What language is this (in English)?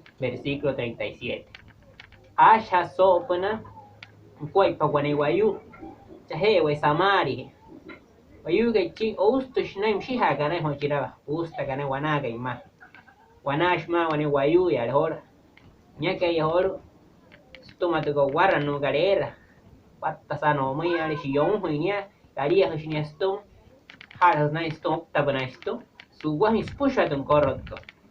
Wayuu